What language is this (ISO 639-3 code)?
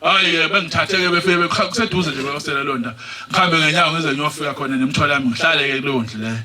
zul